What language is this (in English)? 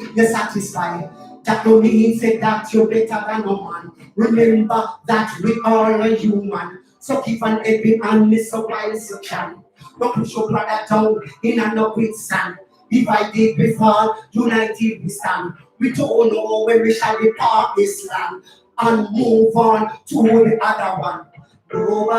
Jamaican Creole English